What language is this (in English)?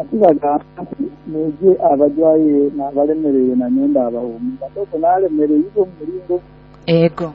Nyoro